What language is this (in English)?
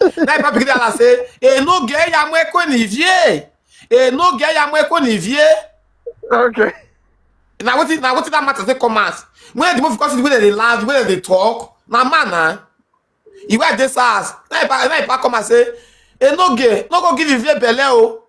Nigerian Pidgin